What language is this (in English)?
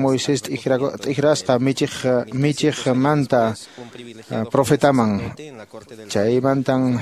Quechua